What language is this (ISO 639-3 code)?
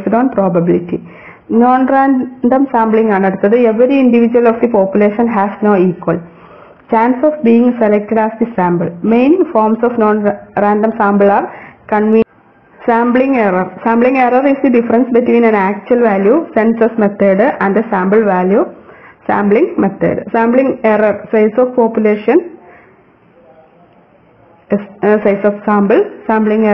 mal